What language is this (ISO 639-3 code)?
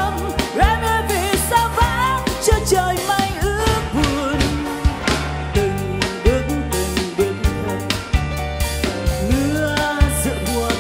vie